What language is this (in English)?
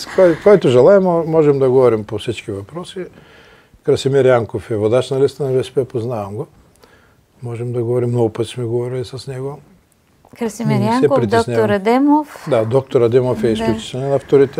Bulgarian